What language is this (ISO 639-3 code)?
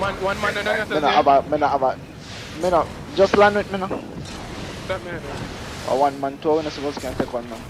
jam